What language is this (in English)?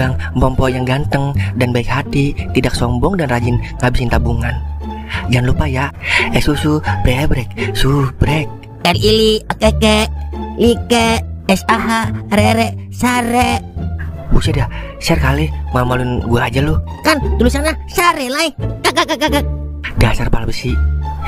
Betawi